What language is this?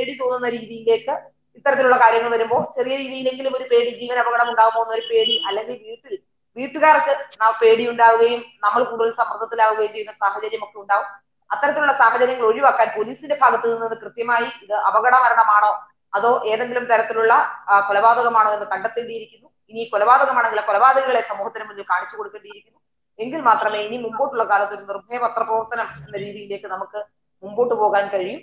Malayalam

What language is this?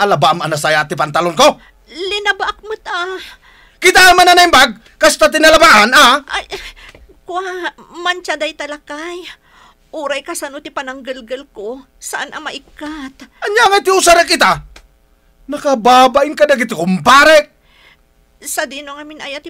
Iloko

